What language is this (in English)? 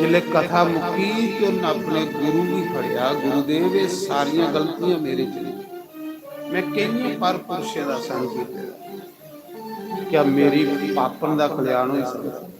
Dogri